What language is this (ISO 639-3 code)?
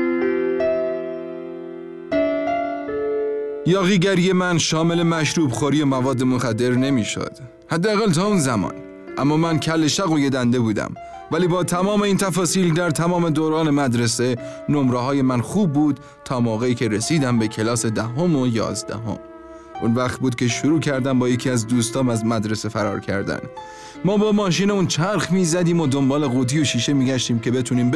fas